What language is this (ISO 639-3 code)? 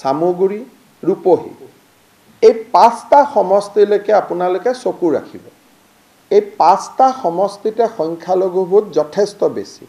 asm